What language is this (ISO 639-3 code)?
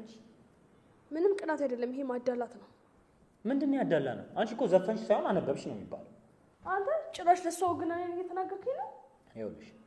amh